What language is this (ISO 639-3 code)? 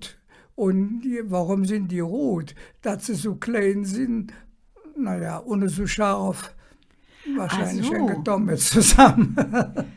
ksh